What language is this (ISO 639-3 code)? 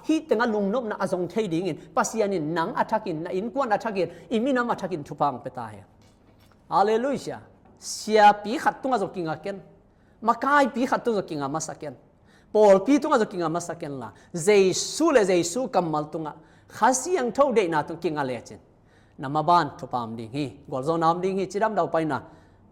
ctd